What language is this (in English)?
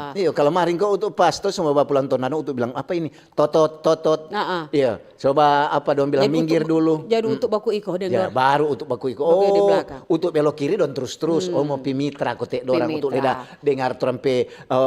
Manado Malay